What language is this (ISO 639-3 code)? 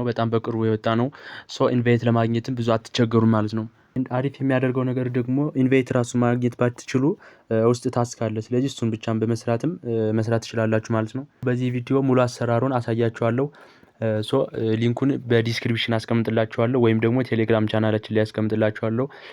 amh